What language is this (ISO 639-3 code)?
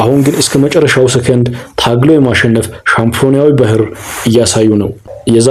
amh